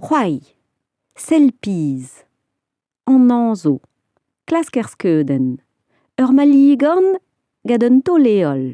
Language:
Breton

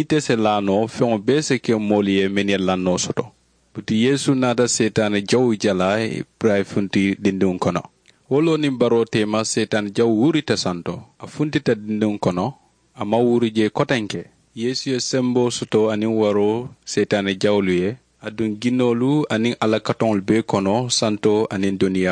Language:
Mandingo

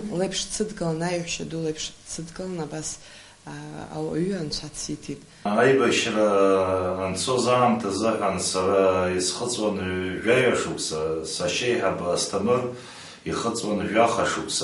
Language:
Abkhazian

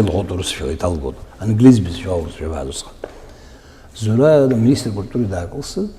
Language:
Abkhazian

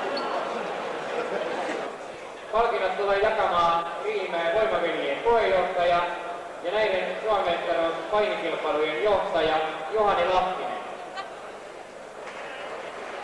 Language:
Finnish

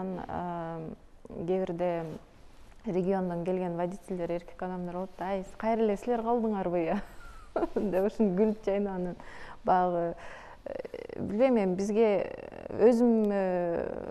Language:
Kyrgyz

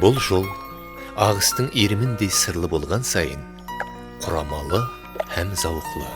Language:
Kara-Kalpak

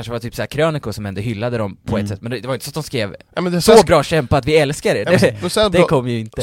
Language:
Swedish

